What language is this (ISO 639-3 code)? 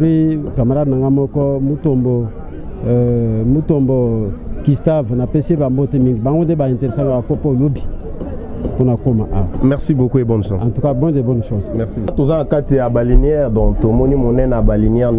lin